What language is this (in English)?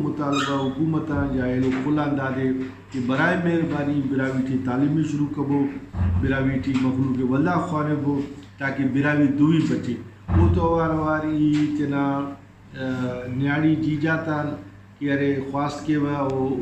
Brahui